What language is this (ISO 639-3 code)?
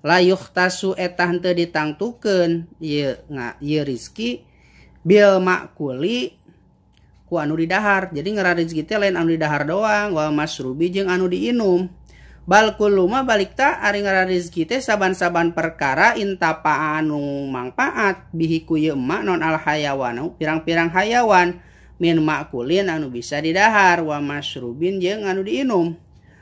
sun